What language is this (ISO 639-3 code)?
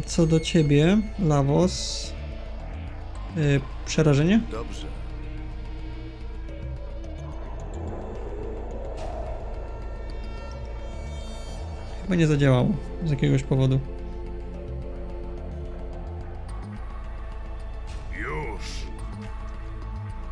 pol